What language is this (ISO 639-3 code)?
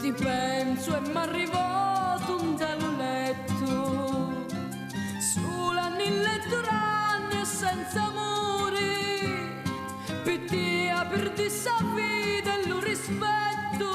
scn